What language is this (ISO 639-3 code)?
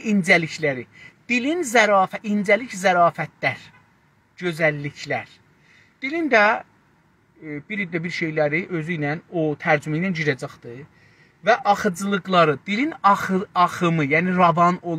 azb